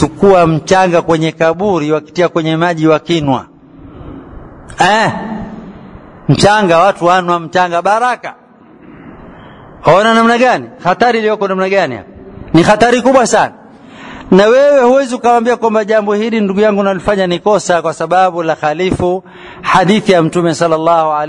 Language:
Swahili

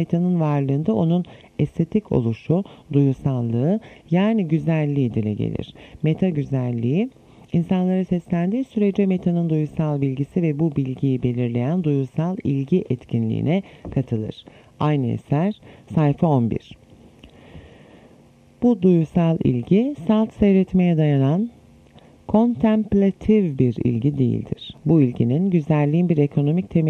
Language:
Turkish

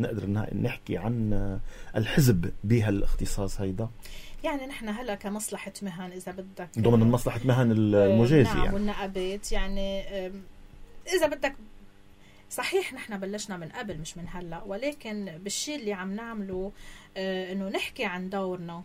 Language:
North Levantine Arabic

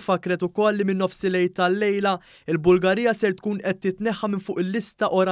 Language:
Maltese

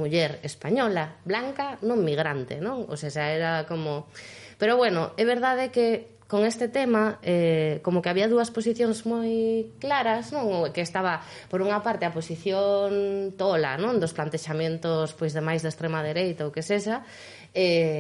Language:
Galician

